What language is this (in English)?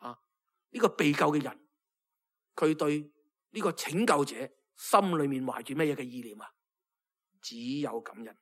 Cantonese